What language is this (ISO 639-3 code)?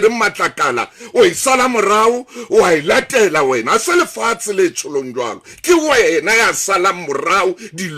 sot